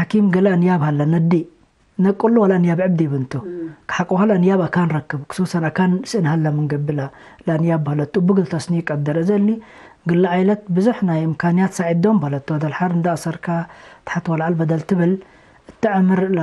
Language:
Tigre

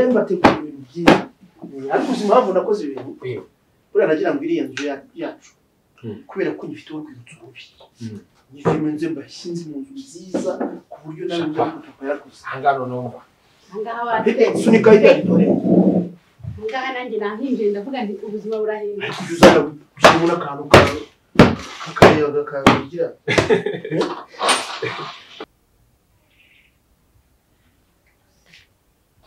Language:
Kinyarwanda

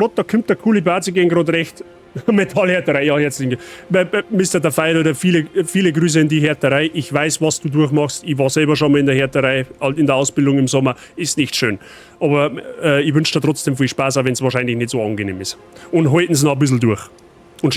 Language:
Bavarian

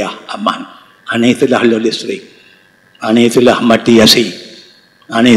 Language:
Achinese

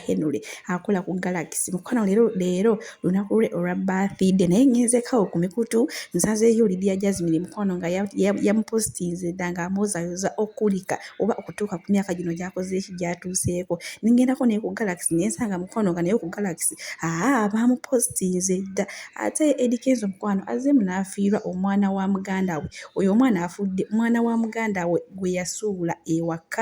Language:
Ganda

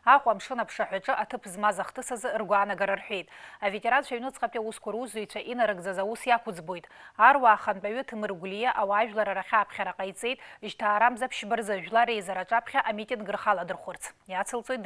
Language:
Abkhazian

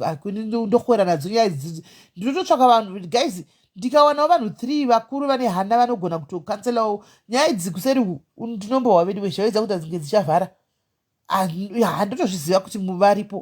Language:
Shona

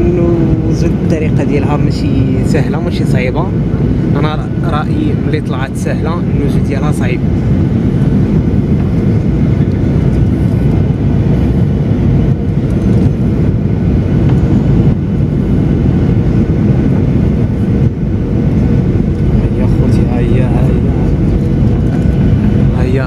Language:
Moroccan Arabic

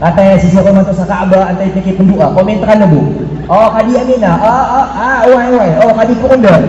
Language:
Maranao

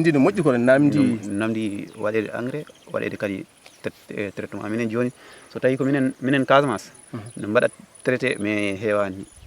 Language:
Fula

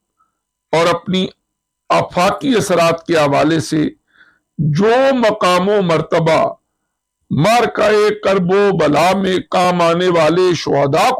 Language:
Urdu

